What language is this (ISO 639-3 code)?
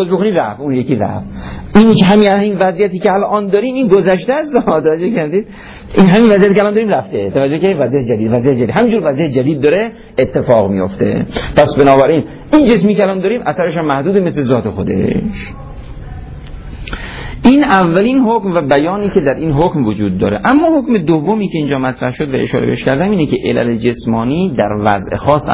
fas